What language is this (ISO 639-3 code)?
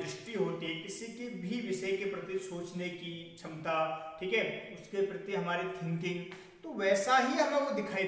hin